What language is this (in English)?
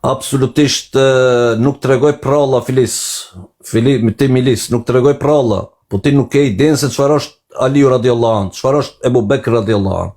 Albanian